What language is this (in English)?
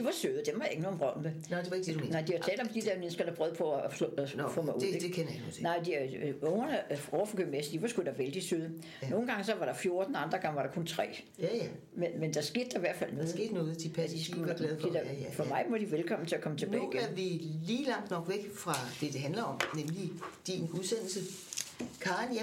Danish